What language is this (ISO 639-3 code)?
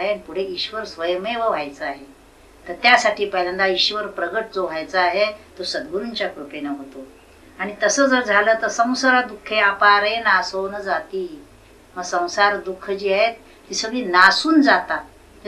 mar